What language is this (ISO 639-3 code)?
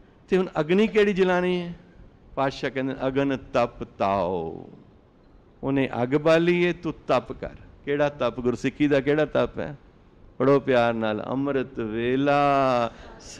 pan